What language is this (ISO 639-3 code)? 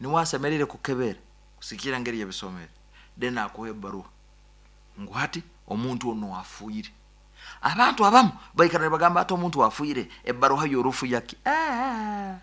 nyo